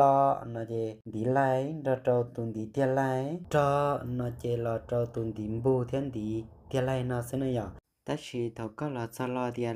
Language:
Hmong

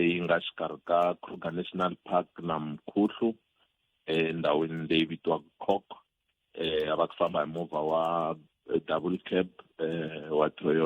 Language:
Tsonga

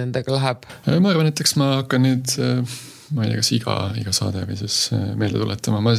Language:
Estonian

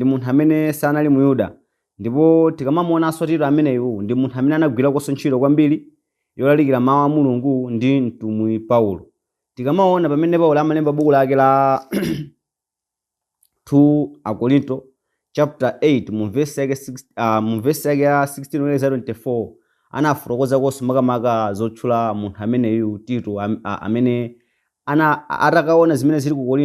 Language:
Nyanja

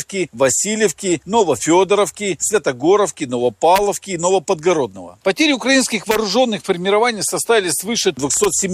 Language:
Russian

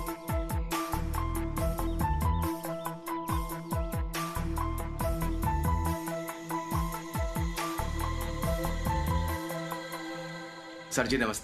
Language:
Bhojpuri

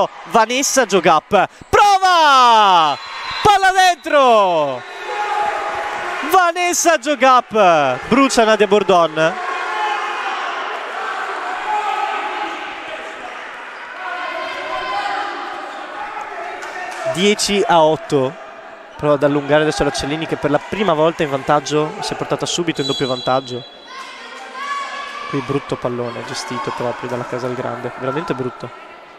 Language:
Italian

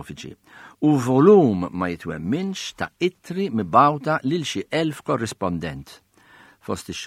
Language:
Maltese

